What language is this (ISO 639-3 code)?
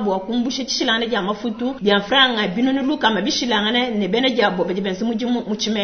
lua